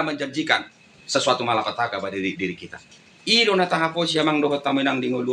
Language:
Batak Toba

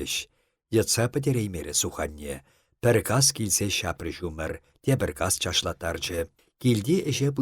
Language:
Chuvash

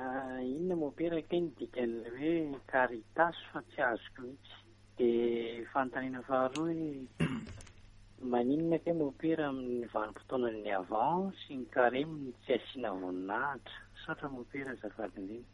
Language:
Malagasy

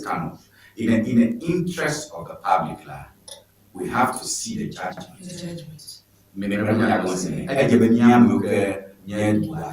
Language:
Ewe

